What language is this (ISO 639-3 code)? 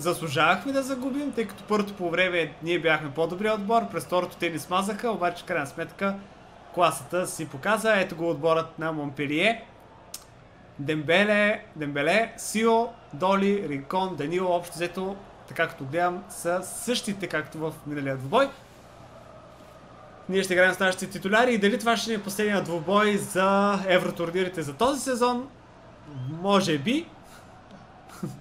bul